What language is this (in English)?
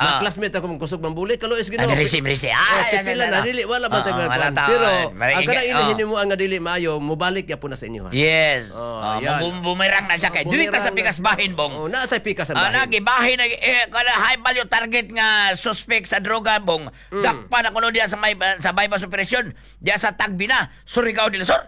Cebuano